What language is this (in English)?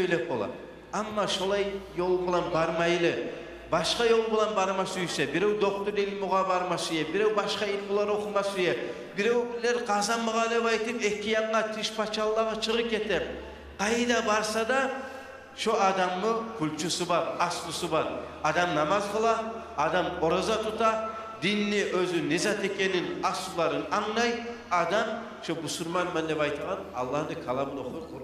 Kumyk